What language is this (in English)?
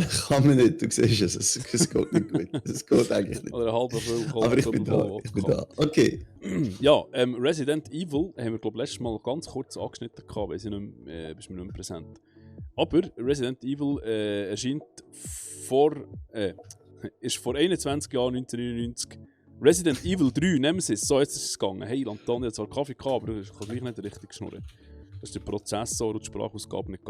Swiss German